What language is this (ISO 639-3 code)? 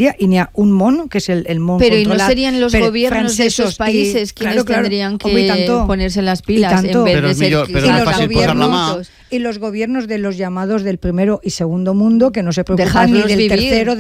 cat